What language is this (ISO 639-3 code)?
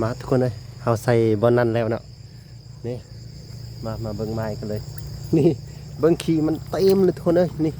lao